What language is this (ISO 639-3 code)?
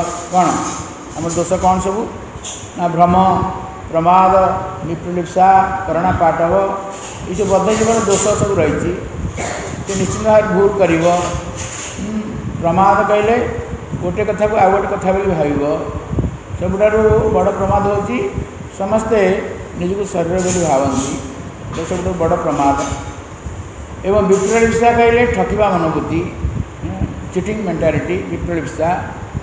ori